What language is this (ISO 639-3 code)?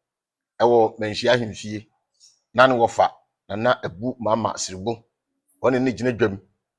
aka